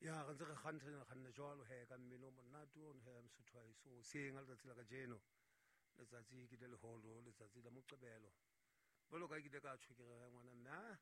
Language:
Southern Sotho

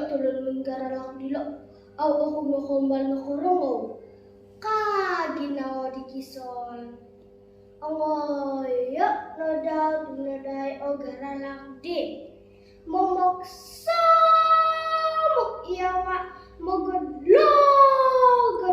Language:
Central Dusun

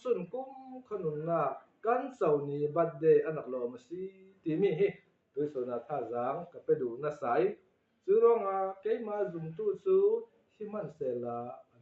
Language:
Falam Chin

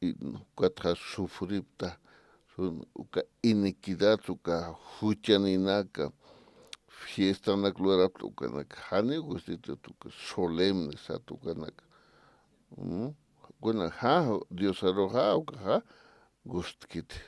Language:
Aymara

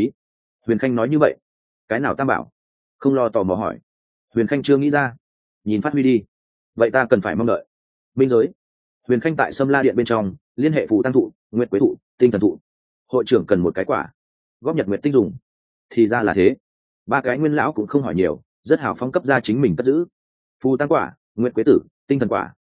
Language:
Vietnamese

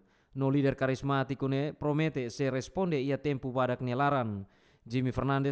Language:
Tetum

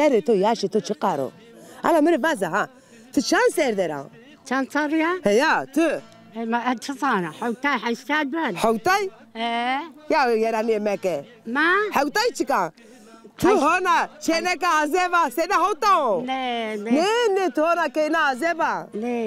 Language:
Zaza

